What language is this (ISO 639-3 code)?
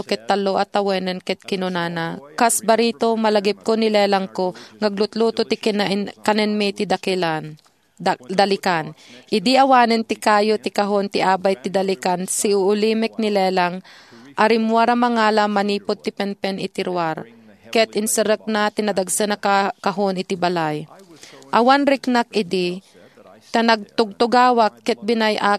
ilo